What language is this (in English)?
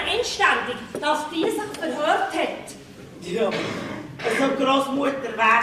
Swiss German